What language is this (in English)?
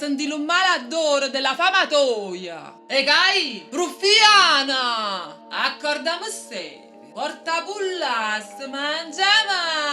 Neapolitan